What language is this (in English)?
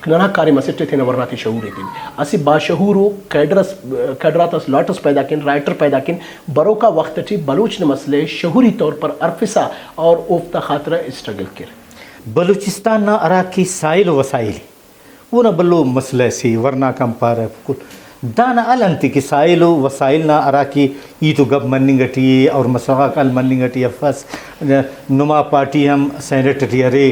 Brahui